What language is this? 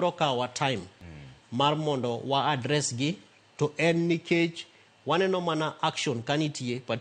Luo (Kenya and Tanzania)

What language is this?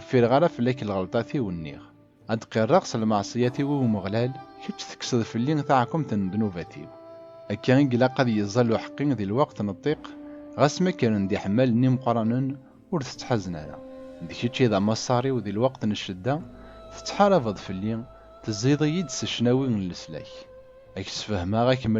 Kabyle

